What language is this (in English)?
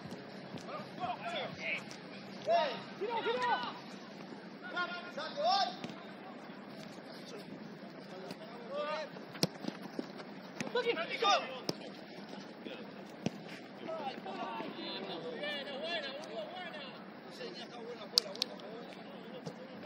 Spanish